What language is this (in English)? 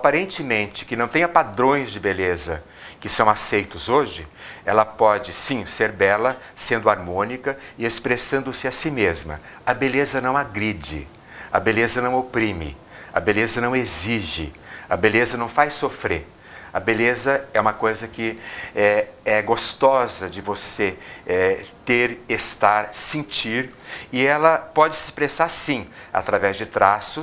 Portuguese